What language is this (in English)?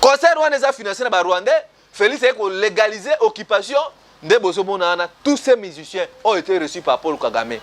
Lingala